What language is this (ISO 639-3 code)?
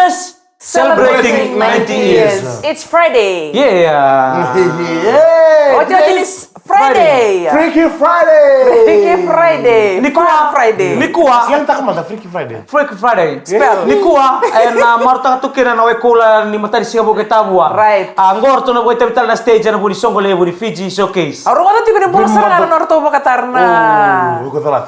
fij